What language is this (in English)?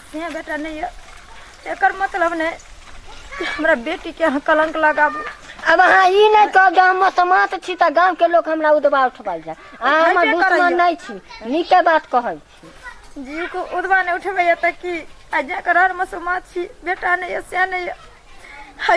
Maithili